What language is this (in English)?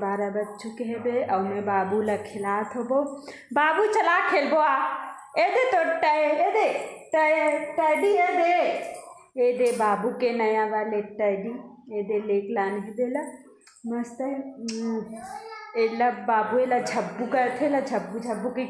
Chhattisgarhi